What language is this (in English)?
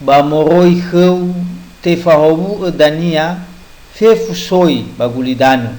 Nias